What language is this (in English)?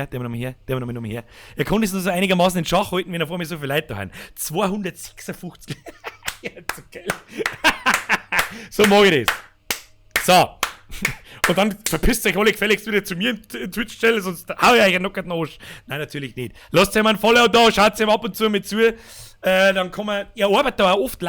Bavarian